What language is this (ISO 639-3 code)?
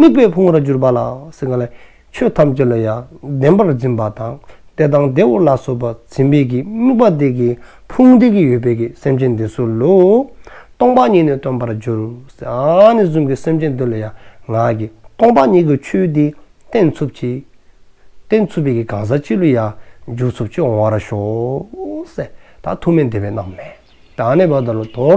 dzo